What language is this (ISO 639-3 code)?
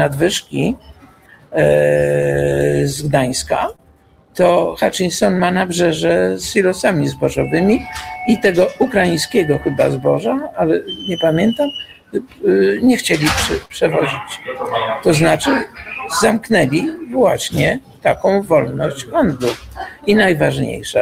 pol